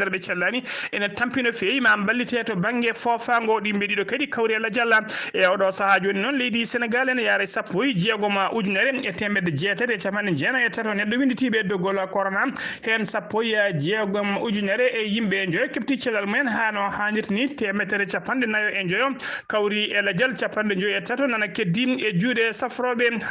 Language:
Fula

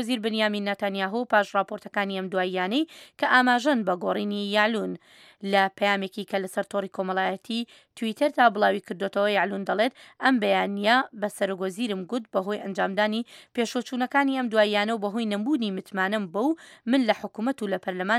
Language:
Central Kurdish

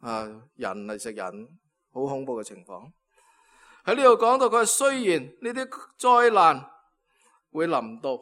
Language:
Cantonese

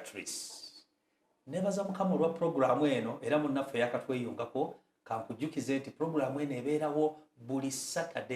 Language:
Ganda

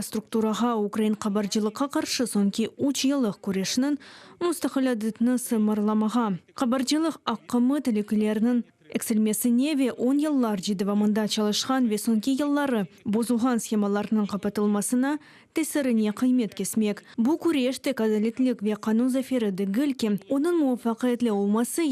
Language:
Crimean Tatar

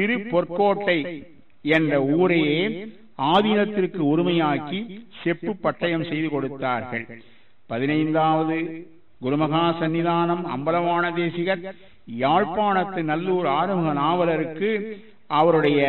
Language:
Tamil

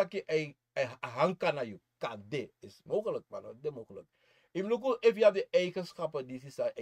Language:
Sranan Tongo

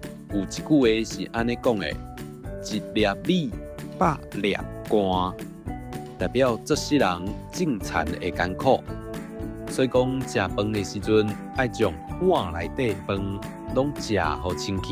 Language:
Min Nan Chinese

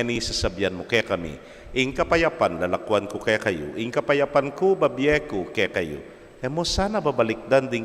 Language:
Pampanga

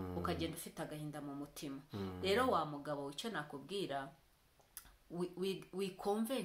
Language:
Kinyarwanda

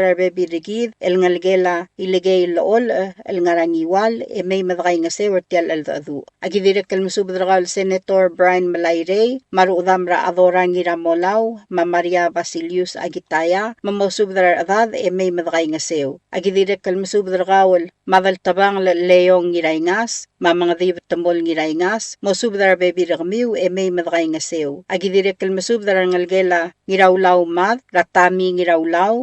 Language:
Palauan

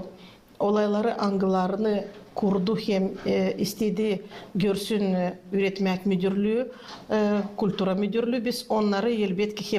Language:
Gagauz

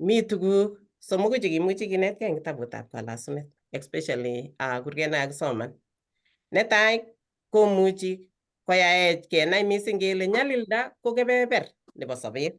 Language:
Kalenjin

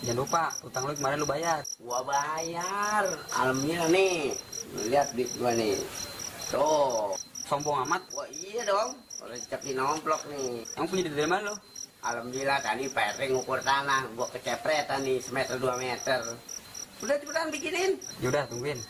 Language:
Betawi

